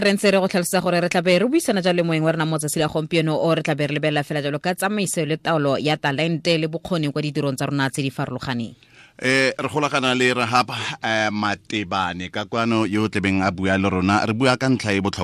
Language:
Tswana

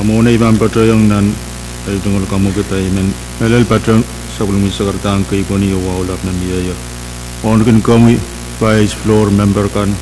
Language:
Pohnpeian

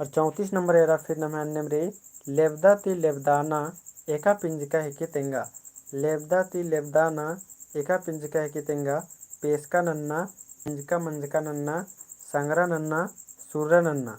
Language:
Kurukh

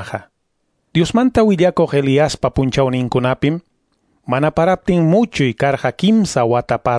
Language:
Quechua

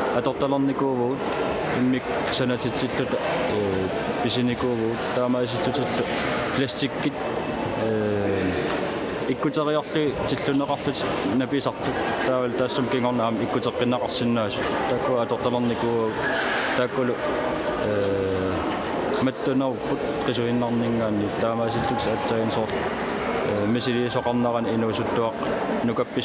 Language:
Kalaallisut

